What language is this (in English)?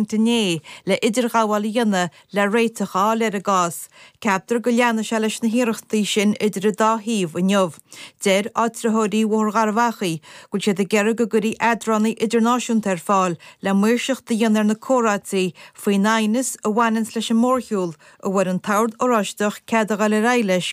Irish